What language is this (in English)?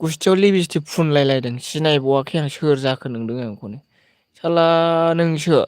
Bodo